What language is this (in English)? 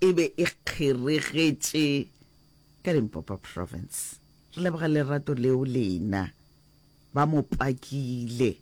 Northern Sotho